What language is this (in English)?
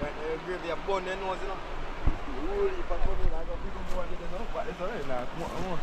Jamaican Creole English